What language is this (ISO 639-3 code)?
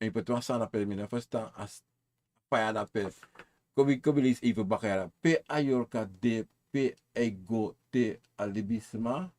srn